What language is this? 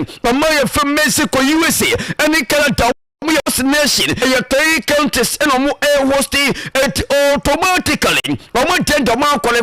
Akan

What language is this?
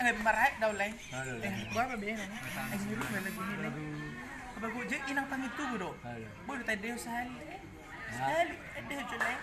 Batak Toba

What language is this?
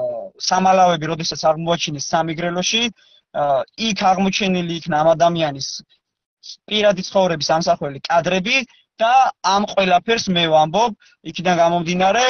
Georgian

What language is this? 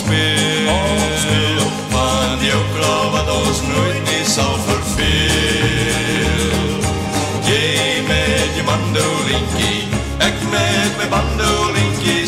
Afrikaans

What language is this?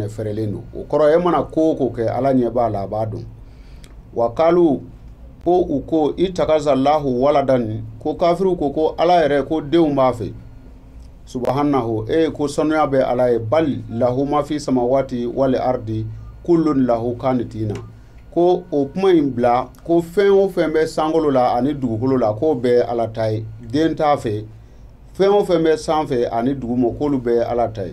Bambara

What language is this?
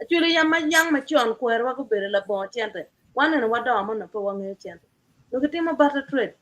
Acoli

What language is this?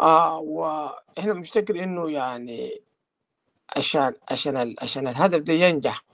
Sudanese Arabic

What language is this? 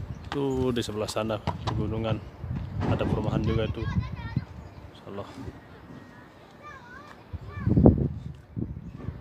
Indonesian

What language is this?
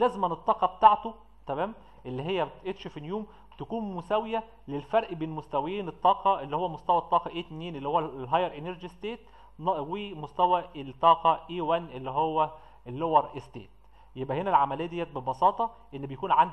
Egyptian Arabic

